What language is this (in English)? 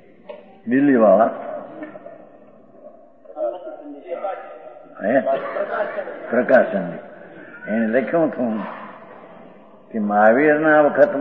Gujarati